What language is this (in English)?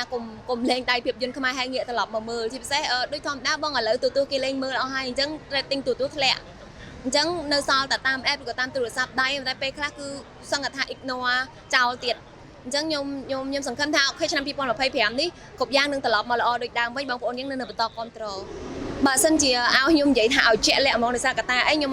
Khmer